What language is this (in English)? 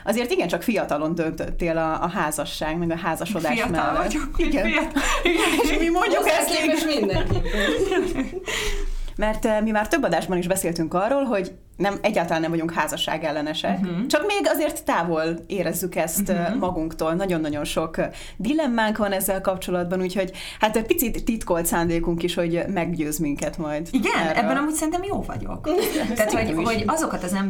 Hungarian